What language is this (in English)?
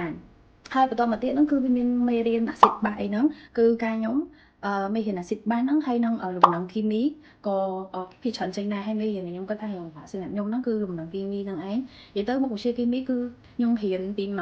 Khmer